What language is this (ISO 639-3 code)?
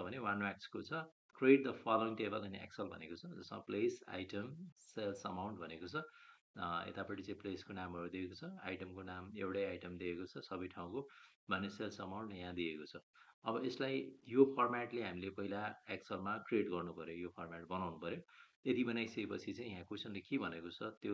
nep